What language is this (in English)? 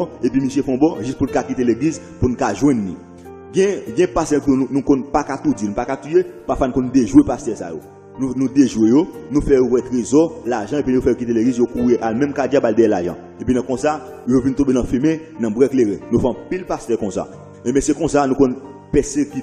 Haitian Creole